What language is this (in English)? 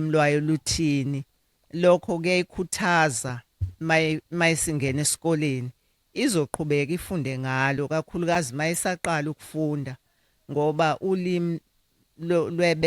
Zulu